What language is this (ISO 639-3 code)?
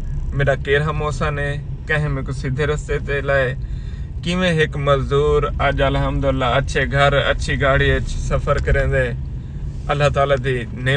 skr